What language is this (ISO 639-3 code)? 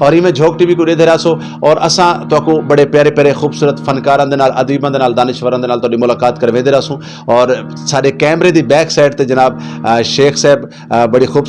skr